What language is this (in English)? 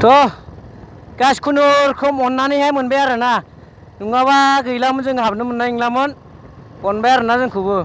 Bodo